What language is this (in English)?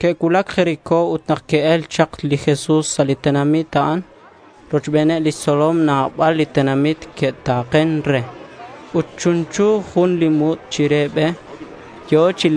Kekchí